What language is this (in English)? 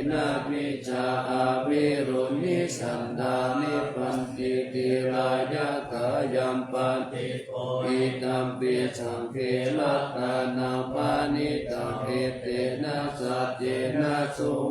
Pali